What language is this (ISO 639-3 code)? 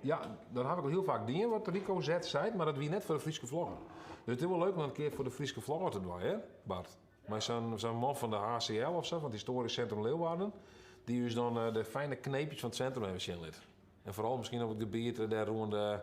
fry